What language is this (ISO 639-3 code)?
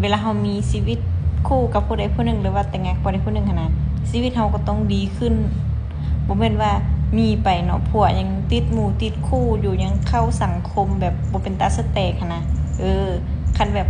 lao